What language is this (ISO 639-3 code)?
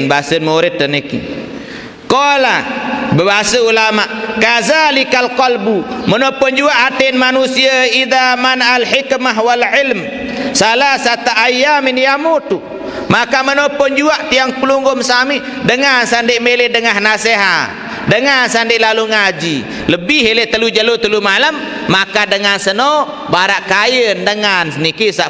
sas